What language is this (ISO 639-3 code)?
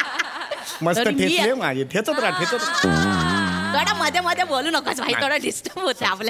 mar